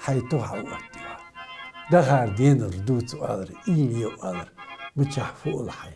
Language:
Ingush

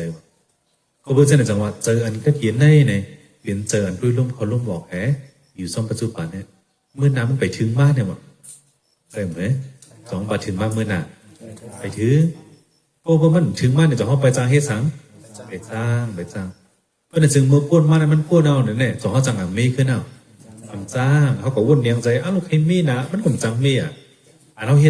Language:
Shan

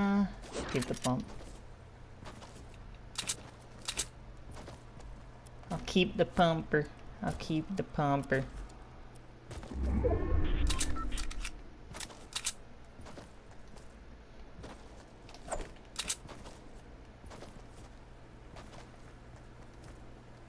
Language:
English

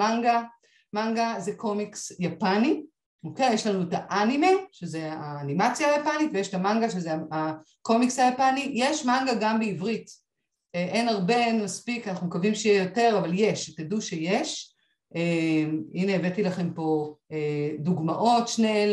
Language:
Hebrew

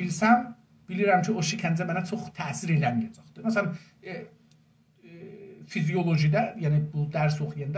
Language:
South Azerbaijani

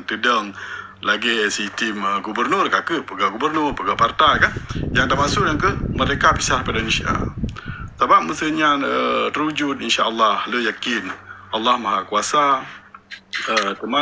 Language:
Achinese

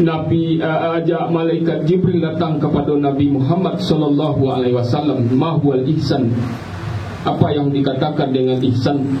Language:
Minangkabau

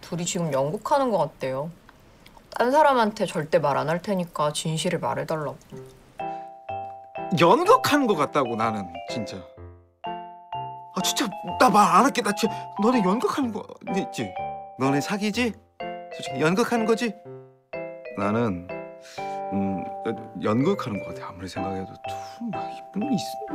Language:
Korean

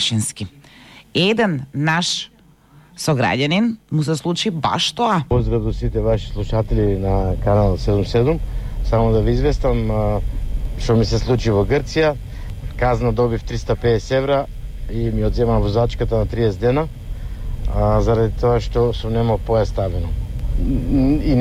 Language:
Macedonian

